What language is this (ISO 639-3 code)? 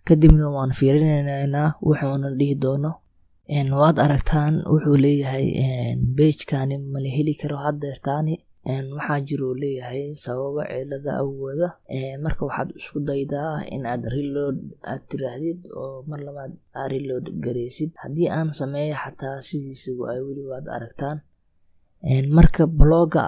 som